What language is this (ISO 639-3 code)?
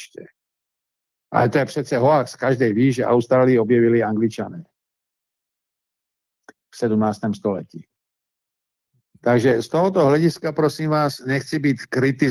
ces